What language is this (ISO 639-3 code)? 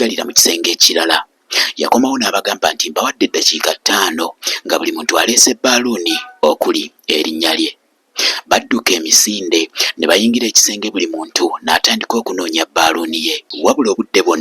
lug